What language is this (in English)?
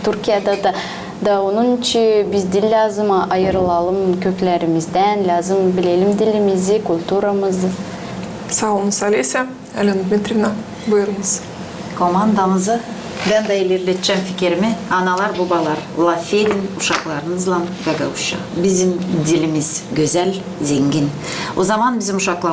Gagauz